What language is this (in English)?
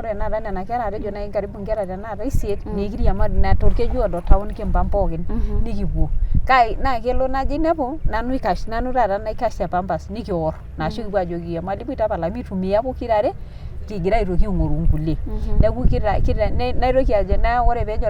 Masai